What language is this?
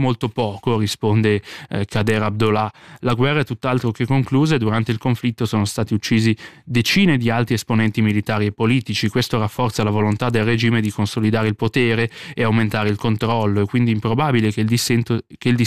Italian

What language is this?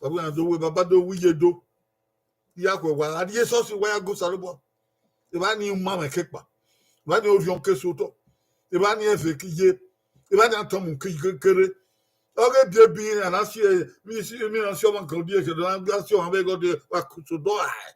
Bini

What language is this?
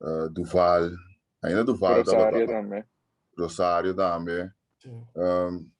Papiamento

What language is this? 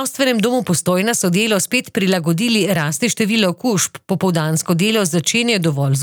Slovenian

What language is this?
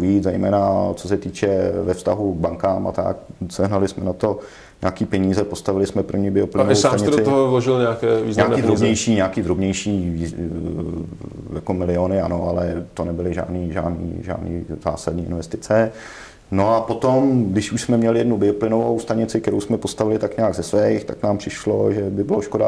Czech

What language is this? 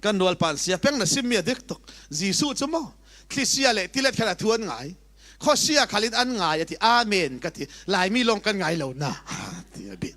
Falam Chin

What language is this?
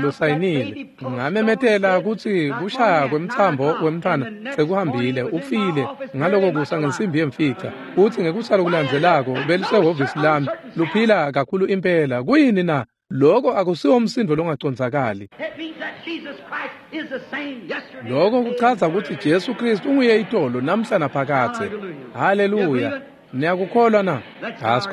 Swati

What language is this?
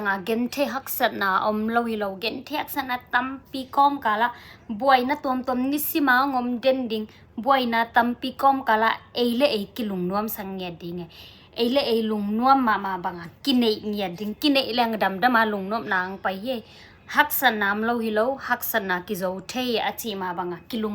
Tedim Chin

